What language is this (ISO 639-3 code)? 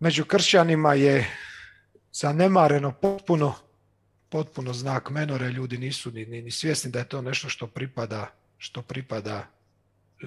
hrv